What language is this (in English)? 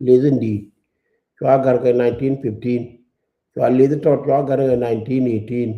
Nuer